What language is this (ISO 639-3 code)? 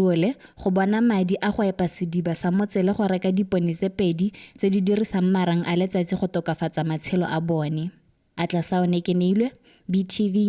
tsn